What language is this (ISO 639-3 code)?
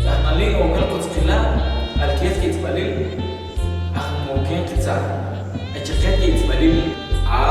ttc